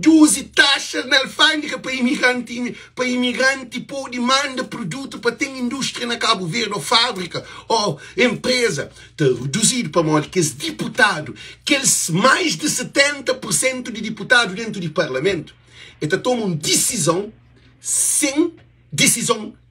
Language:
Kabuverdianu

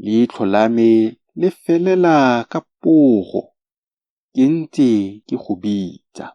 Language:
Tswana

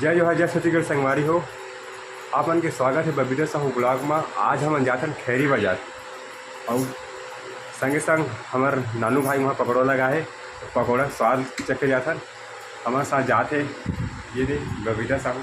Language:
Chhattisgarhi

